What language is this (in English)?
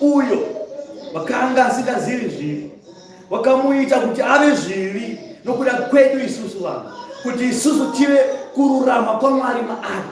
Shona